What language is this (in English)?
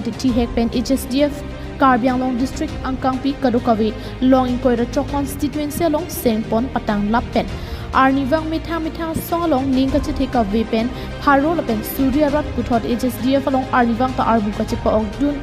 Karbi